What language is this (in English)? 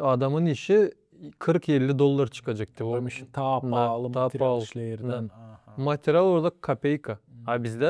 Gagauz